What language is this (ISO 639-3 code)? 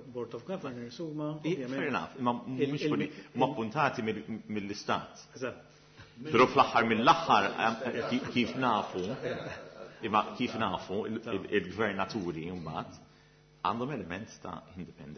mlt